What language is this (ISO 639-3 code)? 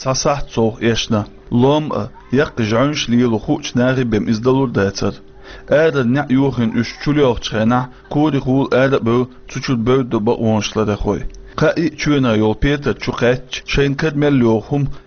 che